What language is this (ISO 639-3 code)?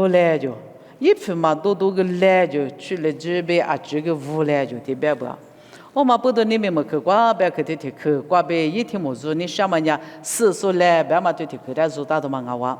lis